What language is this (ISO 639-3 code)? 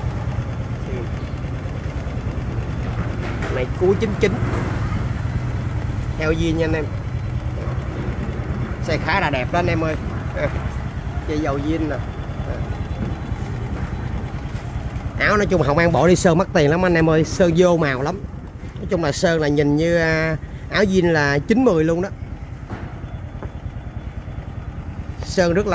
vie